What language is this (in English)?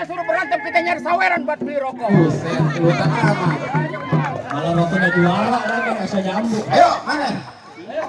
Betawi